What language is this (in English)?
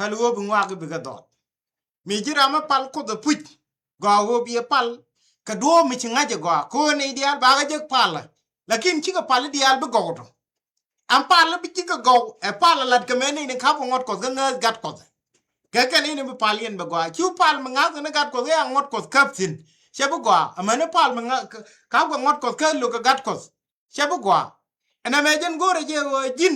Nuer